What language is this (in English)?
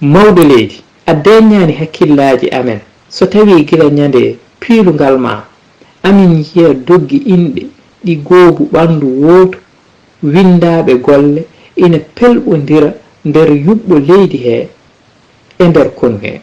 Fula